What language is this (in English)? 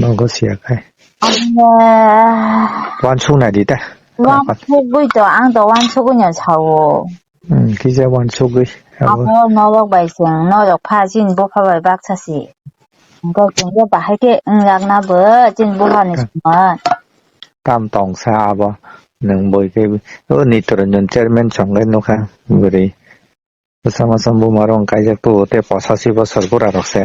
Kok Borok